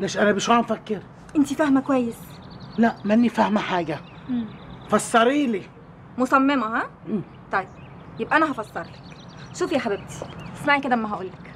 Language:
North Levantine Arabic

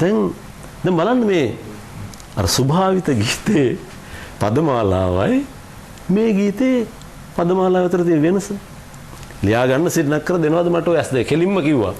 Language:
Sinhala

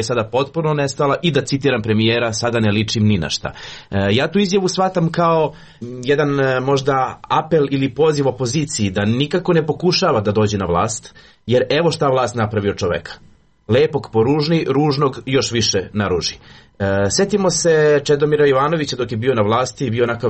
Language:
Serbian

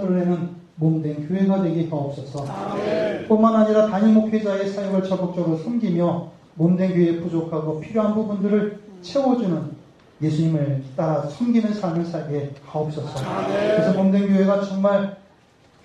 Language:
Korean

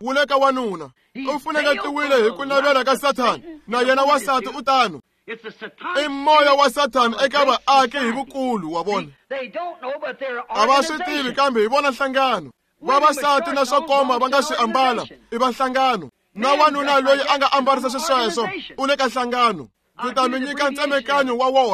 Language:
Tsonga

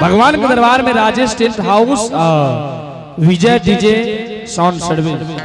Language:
Angika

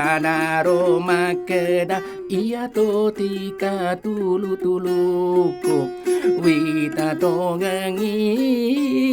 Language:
Buginese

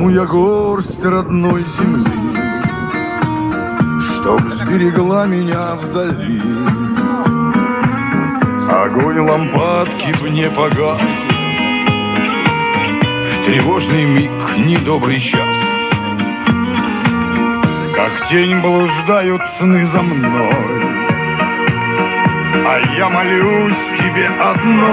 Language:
Russian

